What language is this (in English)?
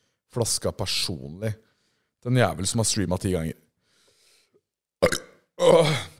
Norwegian